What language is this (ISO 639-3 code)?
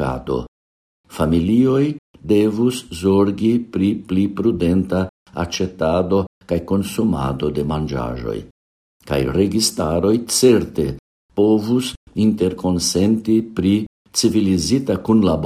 epo